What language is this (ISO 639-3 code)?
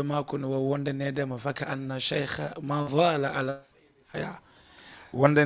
ful